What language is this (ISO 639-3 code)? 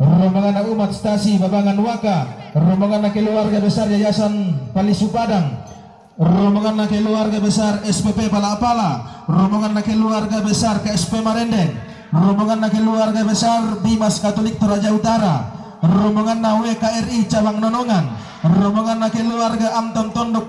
sda